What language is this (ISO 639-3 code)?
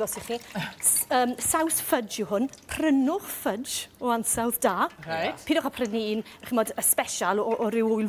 cym